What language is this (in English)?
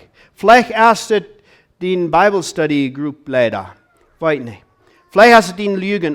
Plautdietsch